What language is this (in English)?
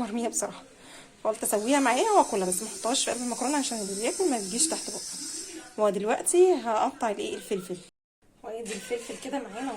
Egyptian Arabic